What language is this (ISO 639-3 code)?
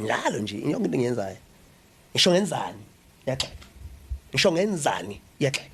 zul